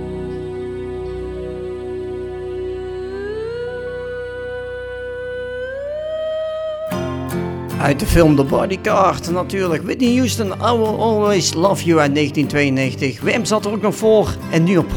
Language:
Dutch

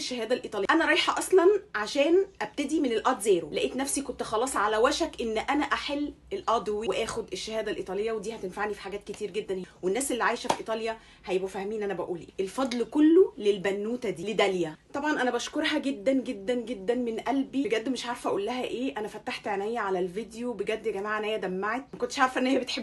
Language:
Egyptian Arabic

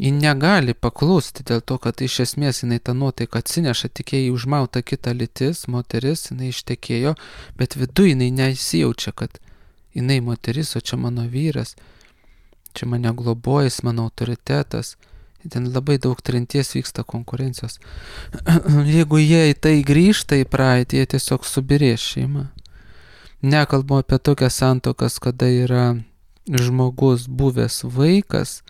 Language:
Lithuanian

